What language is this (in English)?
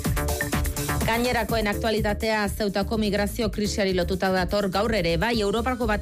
Basque